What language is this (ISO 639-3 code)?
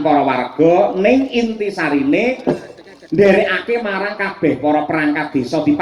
jav